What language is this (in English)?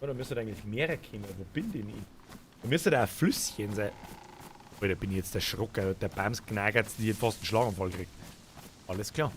Bavarian